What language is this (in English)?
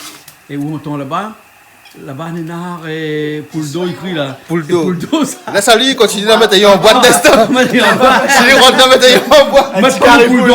Réunion Creole French